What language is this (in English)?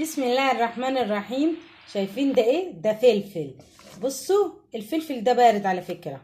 Egyptian Arabic